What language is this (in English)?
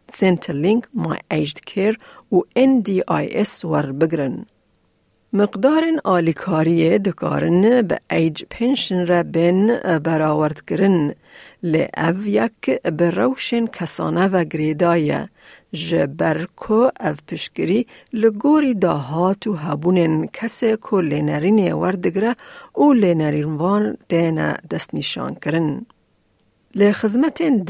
Kurdish